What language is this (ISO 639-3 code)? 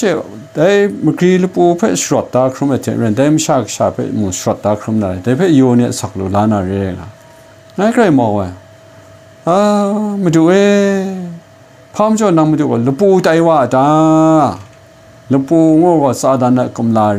kac